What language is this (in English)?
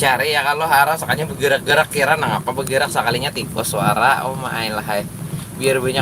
Banjar